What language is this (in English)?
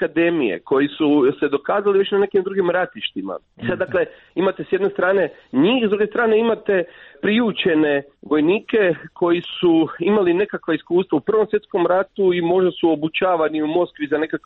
Croatian